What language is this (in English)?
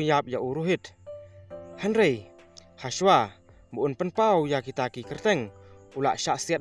Khasi